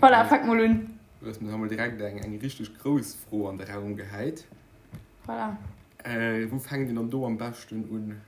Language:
Luxembourgish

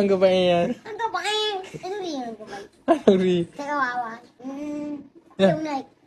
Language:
Achinese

